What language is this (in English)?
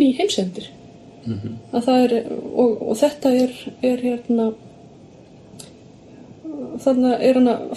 Icelandic